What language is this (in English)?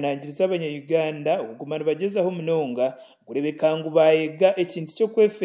Nyankole